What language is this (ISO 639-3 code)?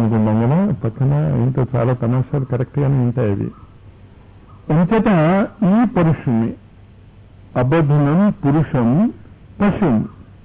tel